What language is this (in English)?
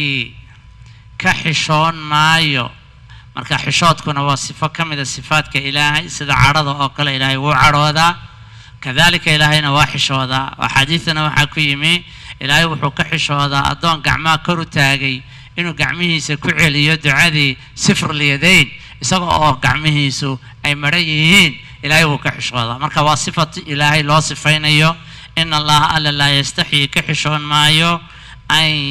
Somali